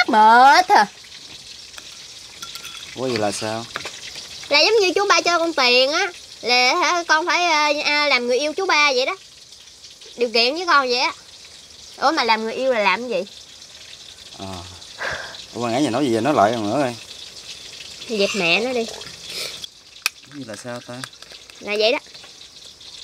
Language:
Vietnamese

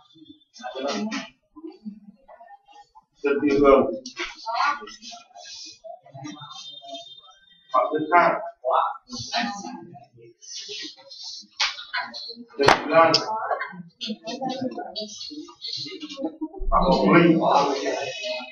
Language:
Vietnamese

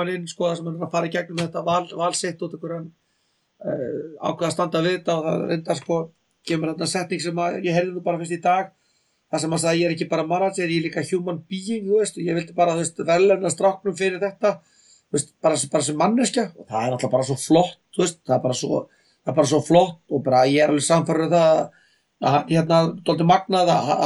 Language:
Icelandic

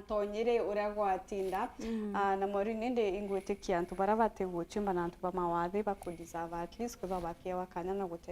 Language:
Meru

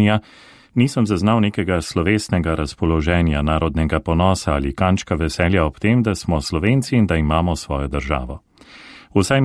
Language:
Slovenian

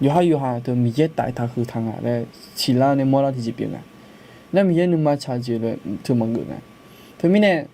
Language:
Akha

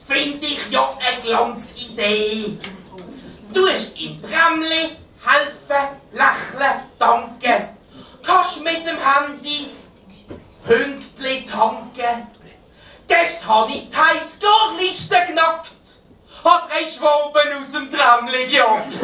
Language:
Swiss German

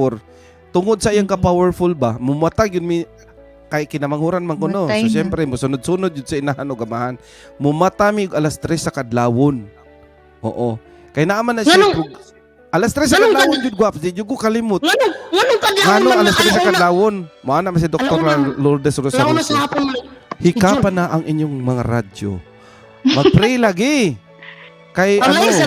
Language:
Cebuano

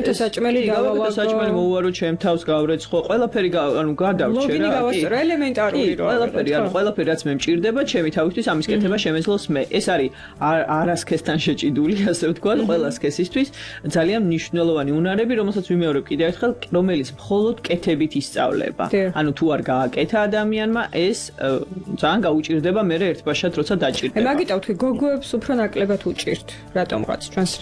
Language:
Georgian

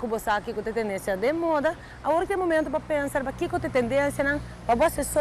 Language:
Papiamento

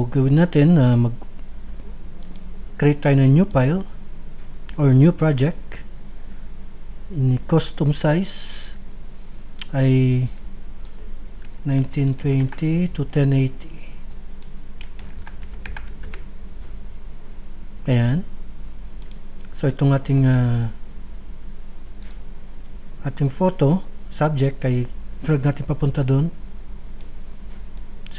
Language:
Filipino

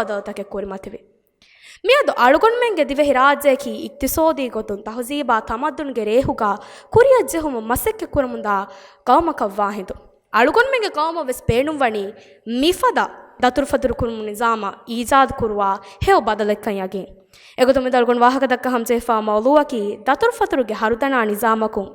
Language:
Divehi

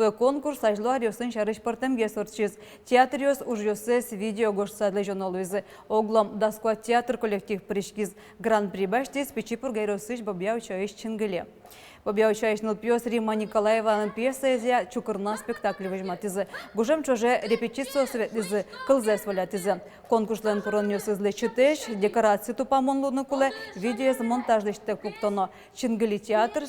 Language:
Udmurt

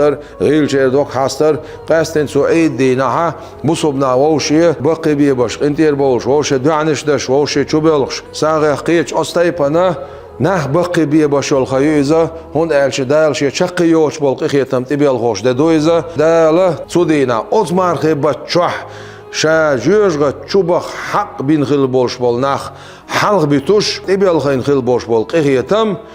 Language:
Chechen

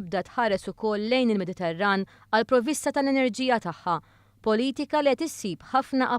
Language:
Maltese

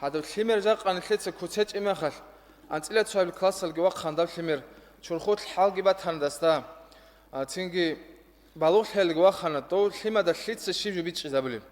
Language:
Avaric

